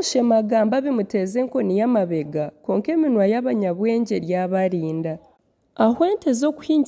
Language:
Nyankole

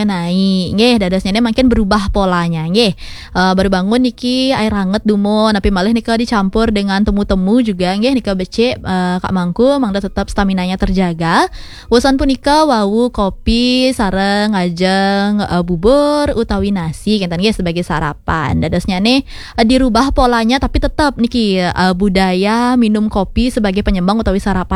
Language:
Balinese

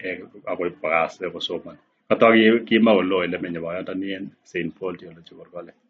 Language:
Kalenjin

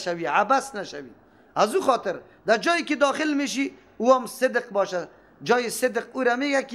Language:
Persian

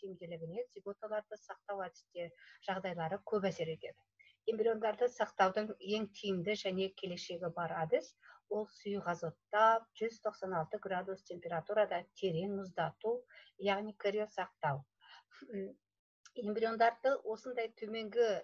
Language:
Kazakh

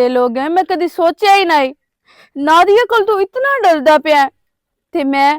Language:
Western Panjabi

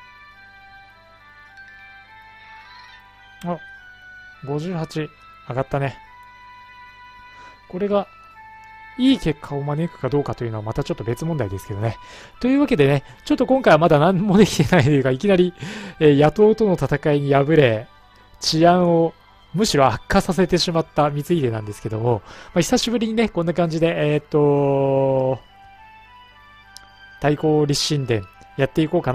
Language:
Japanese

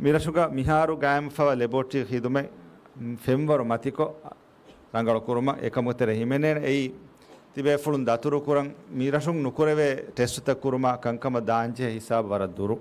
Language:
Divehi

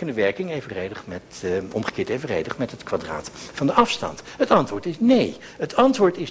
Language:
Dutch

